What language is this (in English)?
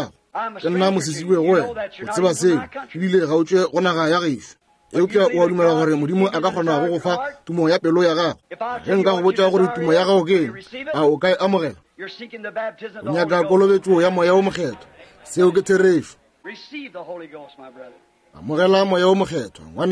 Northern Sotho